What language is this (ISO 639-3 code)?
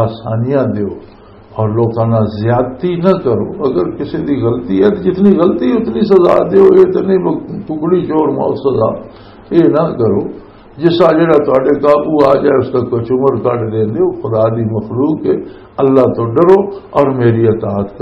lah